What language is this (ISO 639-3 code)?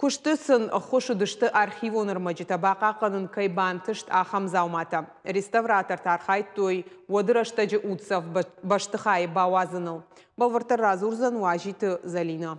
oss